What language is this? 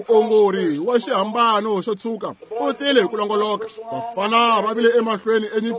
Tsonga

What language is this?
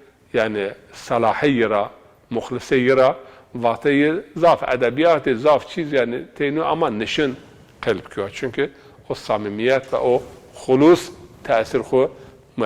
Zaza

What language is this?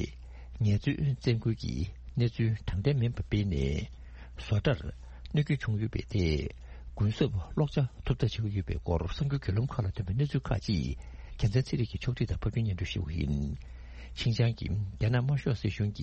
Tibetan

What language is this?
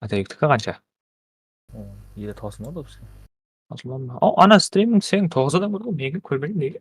Kara-Kalpak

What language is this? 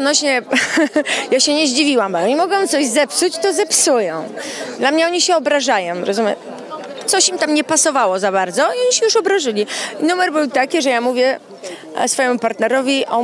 Polish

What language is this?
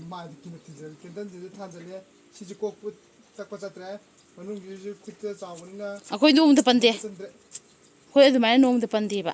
Manipuri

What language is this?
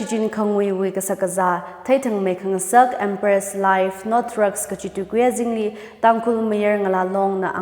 Tangkhul Naga (India)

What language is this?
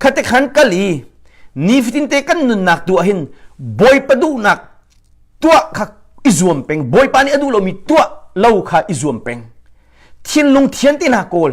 Hakha Chin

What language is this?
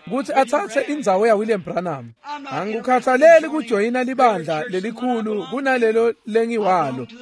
Swati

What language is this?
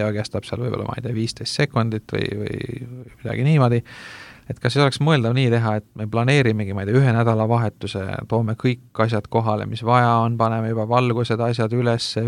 Estonian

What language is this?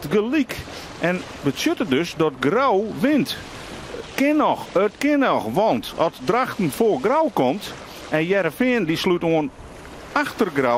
Western Frisian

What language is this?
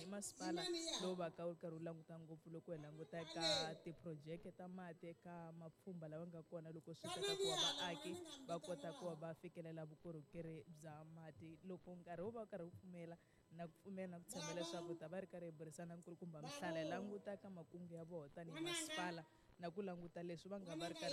Tsonga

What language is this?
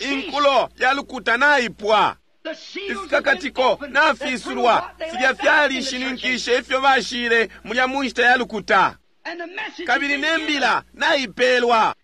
Bemba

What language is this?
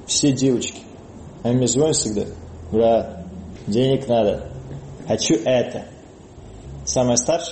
Russian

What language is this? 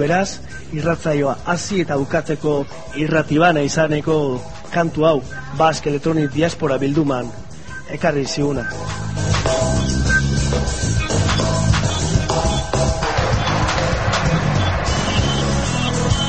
Basque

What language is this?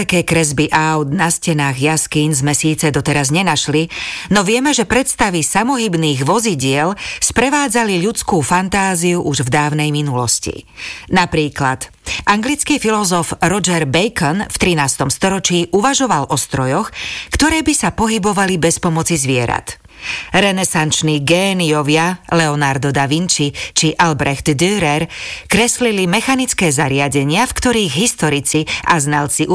Slovak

